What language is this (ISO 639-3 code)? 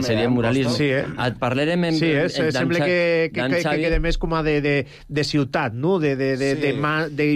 cat